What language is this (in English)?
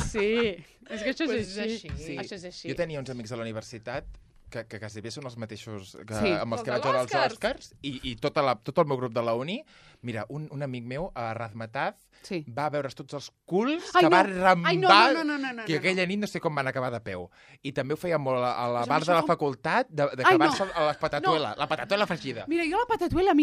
Catalan